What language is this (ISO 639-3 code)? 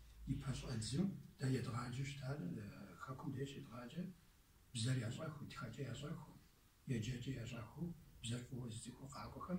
kbd